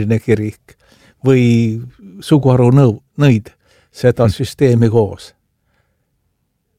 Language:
Estonian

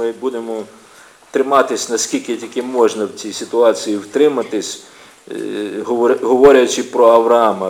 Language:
Ukrainian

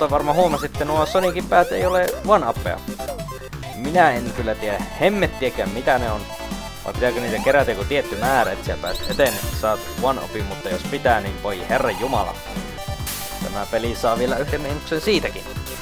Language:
Finnish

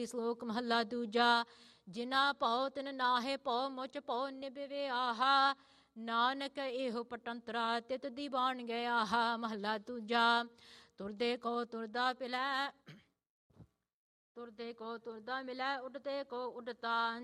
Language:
Punjabi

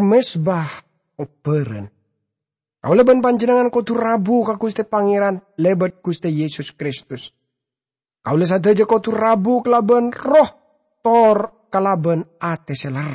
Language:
Madurese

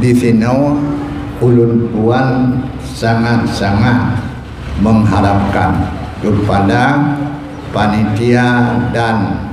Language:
Achinese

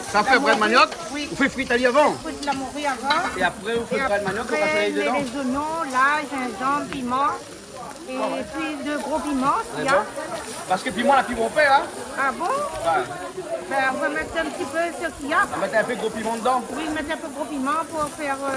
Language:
Réunion Creole French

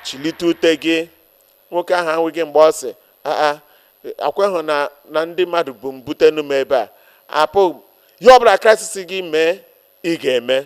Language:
Igbo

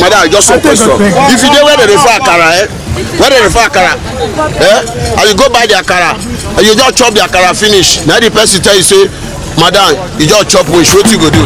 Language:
Nigerian Pidgin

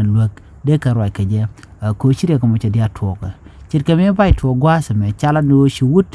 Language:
Nuer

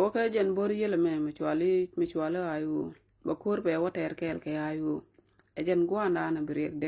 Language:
Nuer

